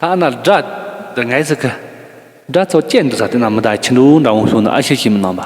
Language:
Tibetan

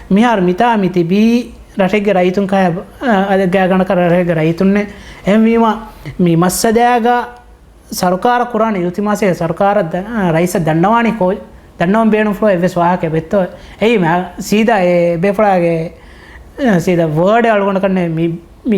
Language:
Divehi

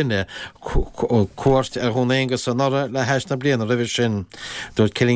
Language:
Irish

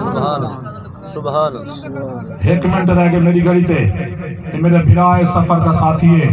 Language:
Saraiki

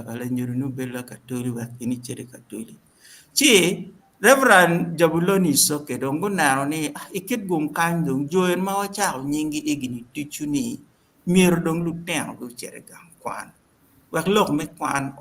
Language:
Acoli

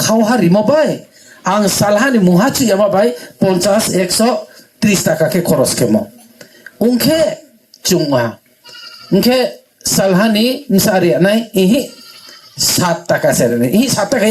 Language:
Riang (India)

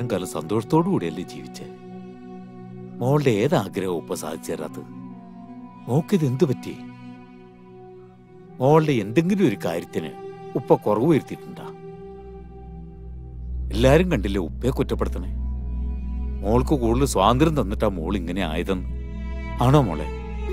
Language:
Malayalam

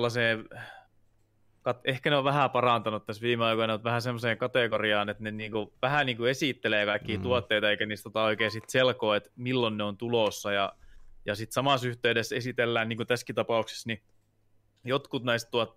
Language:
Finnish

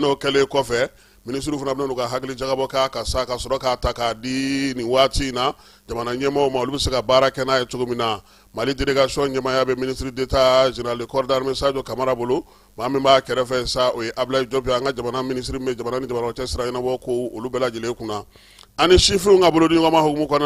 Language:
Bambara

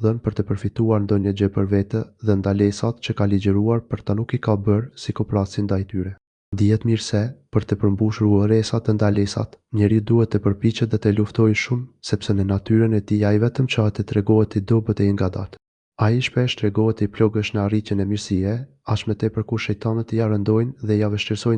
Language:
Albanian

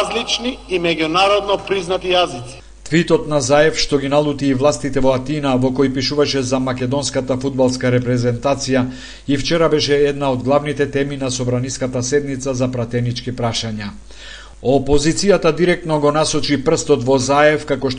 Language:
Macedonian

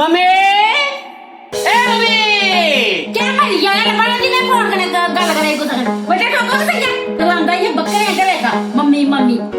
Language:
Dogri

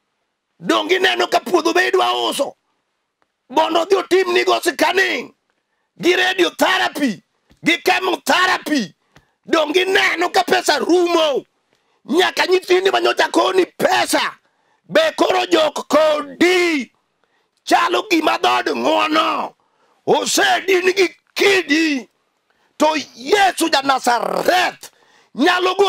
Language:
Luo (Kenya and Tanzania)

